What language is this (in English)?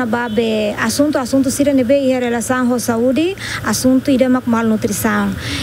Tetum